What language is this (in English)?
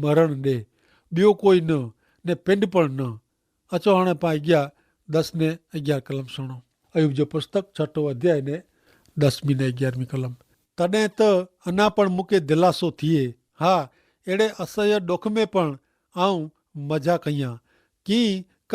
Kachhi